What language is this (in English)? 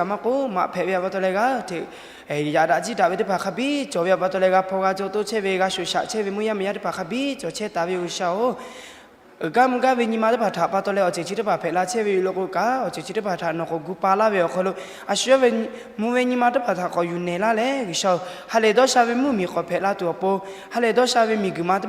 Lahu